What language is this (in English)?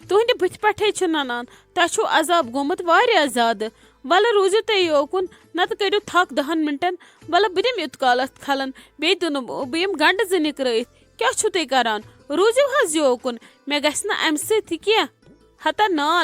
Kashmiri